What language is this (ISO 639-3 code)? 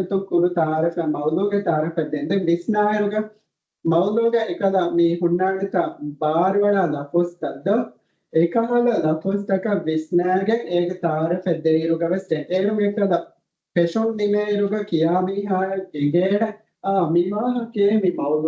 div